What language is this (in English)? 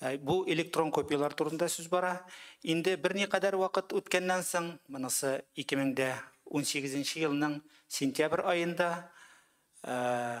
Tatar